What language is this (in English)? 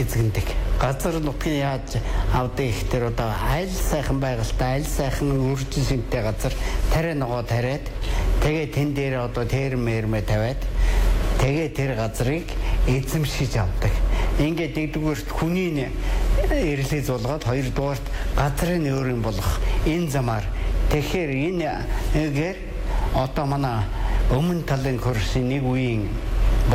Mongolian